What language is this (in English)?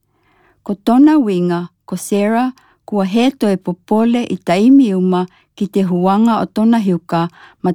Tokelau